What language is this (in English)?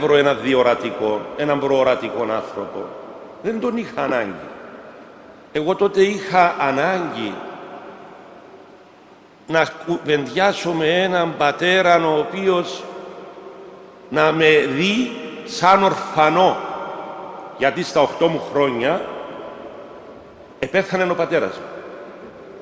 Greek